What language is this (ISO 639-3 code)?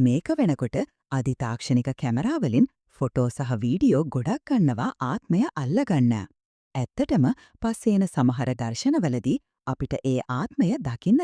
sin